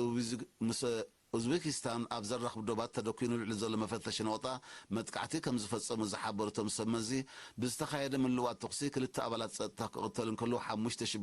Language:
Tigrinya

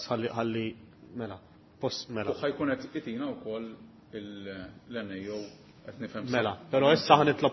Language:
Maltese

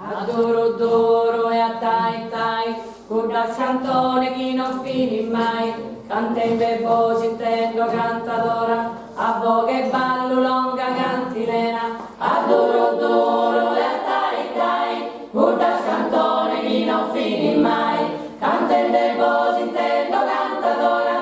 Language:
Sardinian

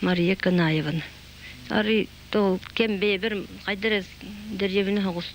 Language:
Yakut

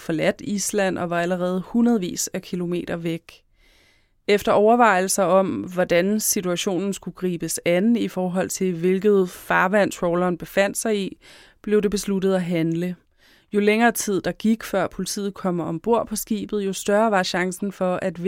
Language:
Danish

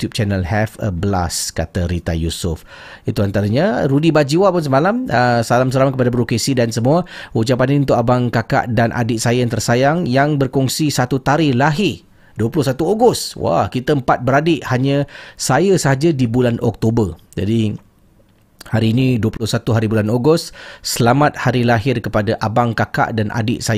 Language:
Malay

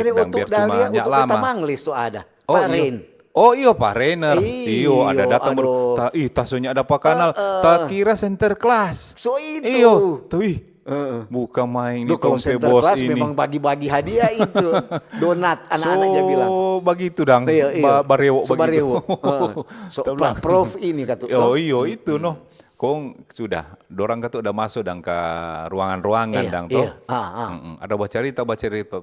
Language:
Manado Malay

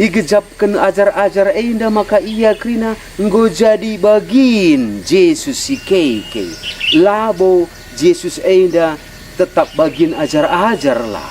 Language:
Batak Karo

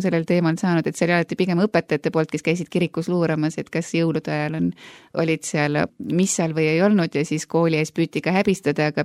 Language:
Estonian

